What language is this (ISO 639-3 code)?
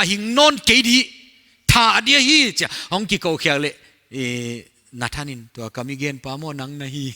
pck